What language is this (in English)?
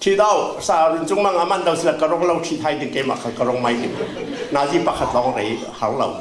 Falam Chin